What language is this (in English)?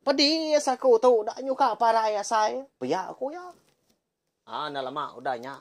Iban